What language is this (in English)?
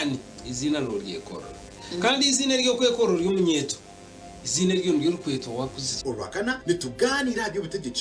Nyankole